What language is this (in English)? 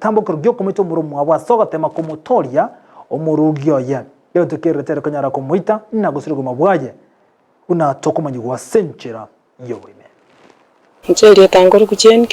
Gusii